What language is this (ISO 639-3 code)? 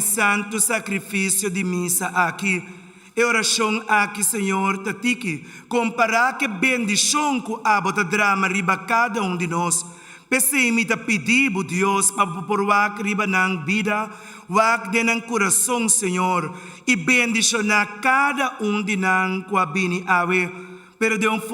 pap